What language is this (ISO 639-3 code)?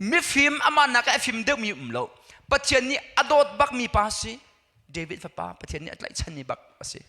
cnh